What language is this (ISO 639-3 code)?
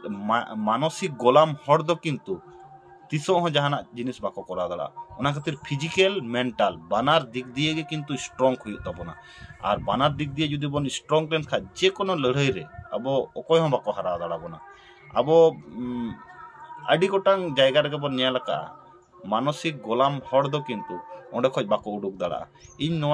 sat